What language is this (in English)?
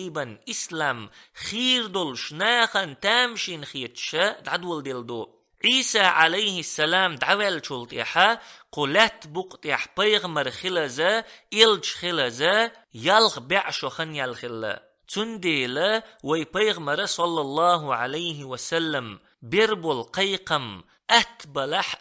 Chechen